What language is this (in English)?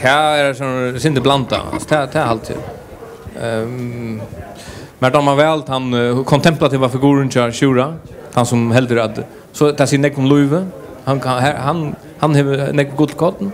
Faroese